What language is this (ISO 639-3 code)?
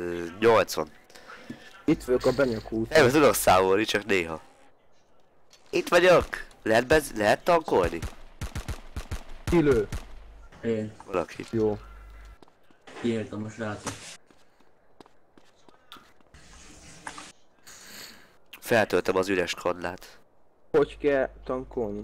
hun